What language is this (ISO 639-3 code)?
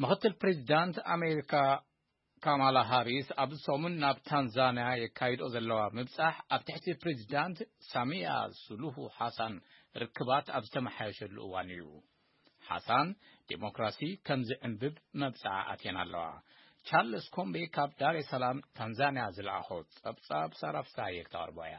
tir